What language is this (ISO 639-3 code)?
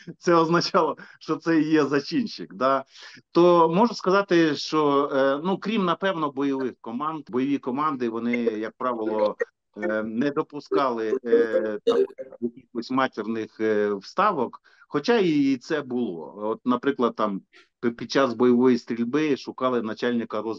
ukr